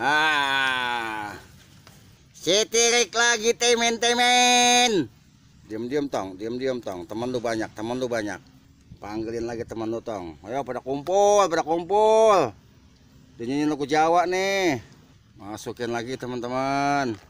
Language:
Betawi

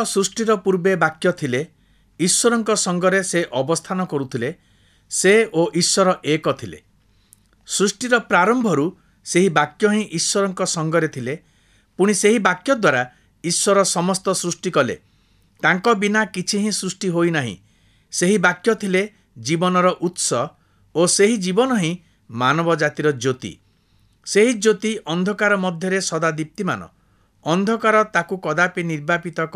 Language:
Odia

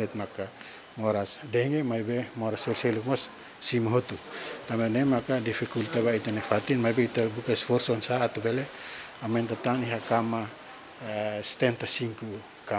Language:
Tetum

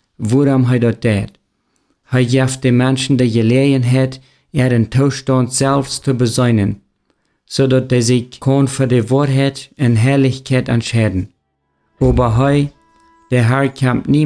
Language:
Plautdietsch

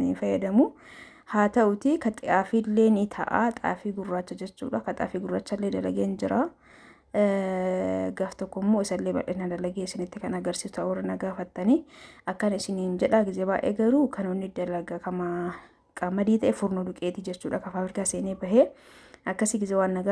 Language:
Oromo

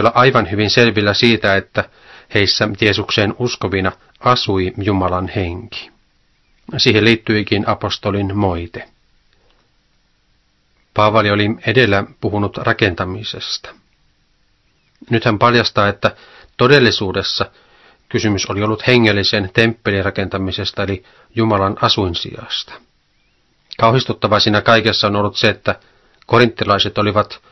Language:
Finnish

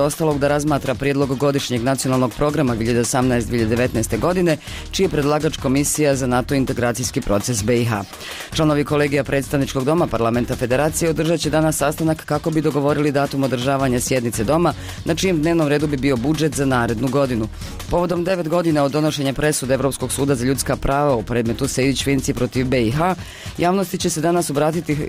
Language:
Bosnian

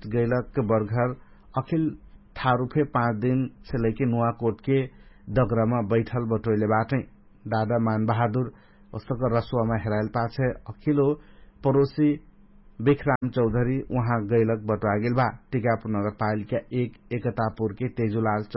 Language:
Dangaura Tharu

